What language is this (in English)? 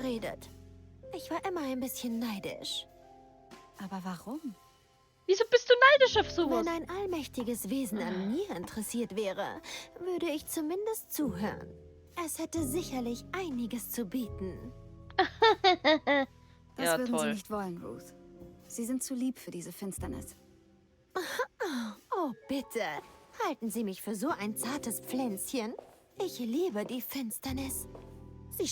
Bavarian